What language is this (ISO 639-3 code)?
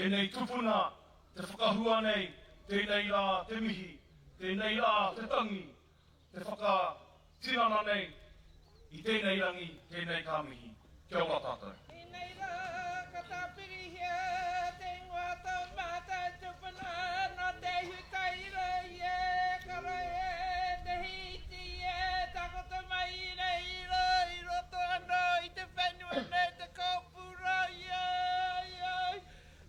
mri